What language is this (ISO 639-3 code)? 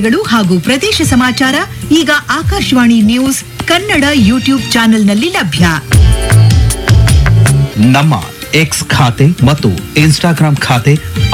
kan